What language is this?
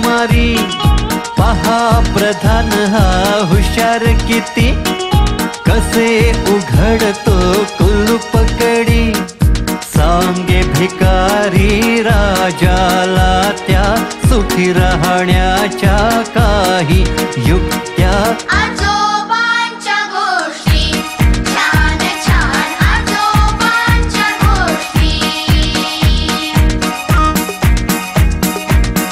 Marathi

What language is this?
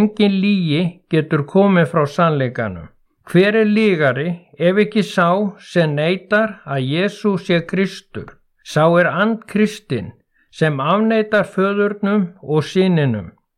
Icelandic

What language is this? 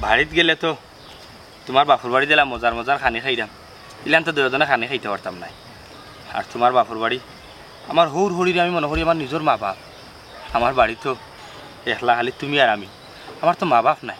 Sylheti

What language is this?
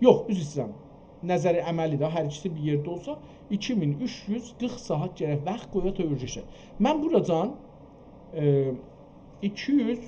South Azerbaijani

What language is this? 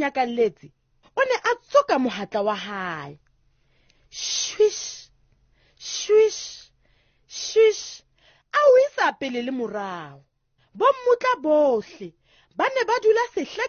Southern Sotho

